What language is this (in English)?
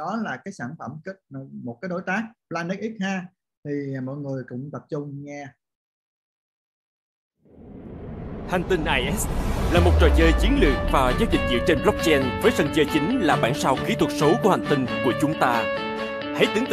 Vietnamese